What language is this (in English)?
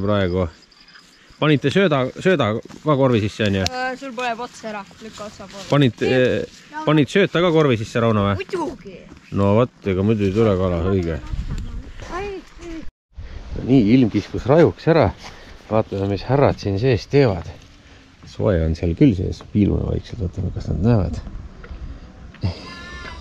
Estonian